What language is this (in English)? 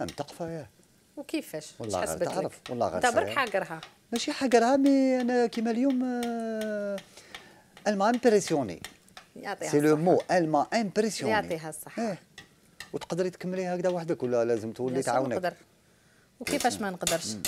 Algerian Arabic